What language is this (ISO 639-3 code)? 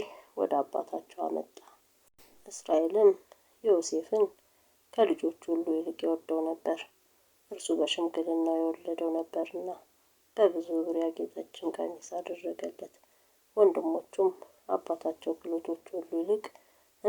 amh